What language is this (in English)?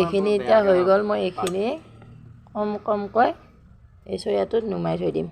Assamese